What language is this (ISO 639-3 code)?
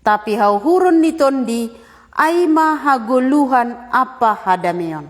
bts